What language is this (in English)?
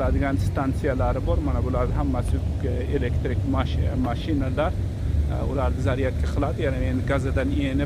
Uzbek